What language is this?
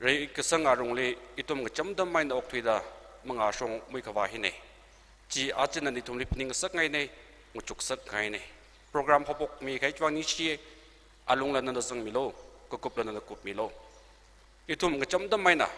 Tangkhul Naga (India)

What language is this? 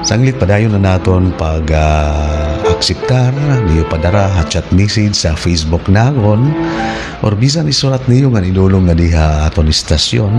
Waray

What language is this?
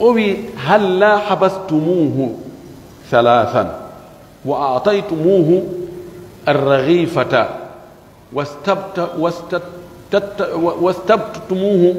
Pular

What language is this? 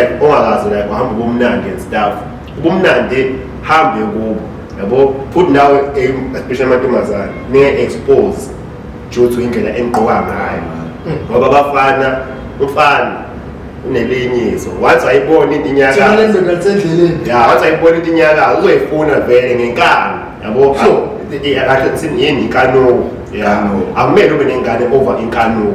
Zulu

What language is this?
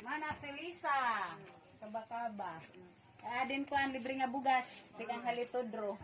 Waray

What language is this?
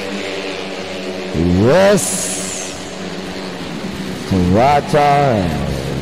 Indonesian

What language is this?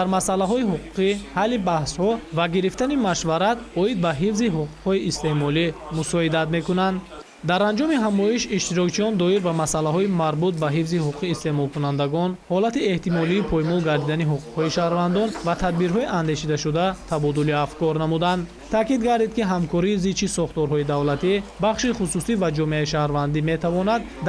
Tajik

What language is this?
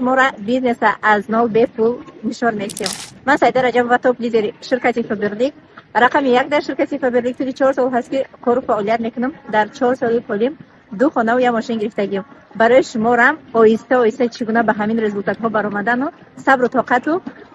Tajik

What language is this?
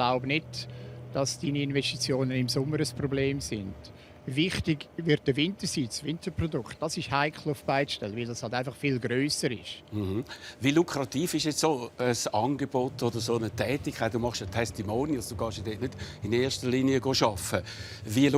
Swiss German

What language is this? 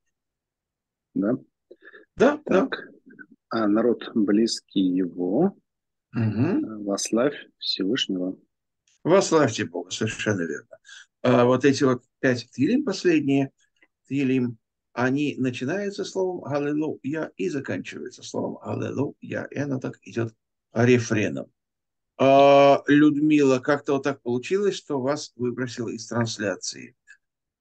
Russian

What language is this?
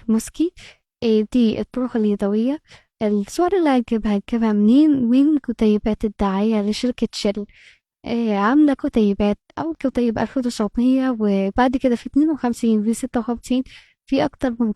Egyptian Arabic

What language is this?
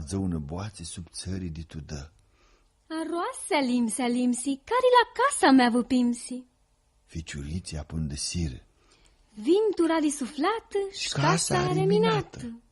Aromanian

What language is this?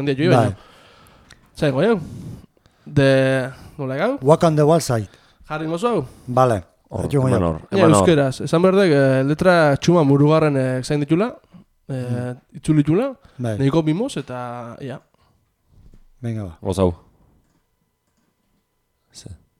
Basque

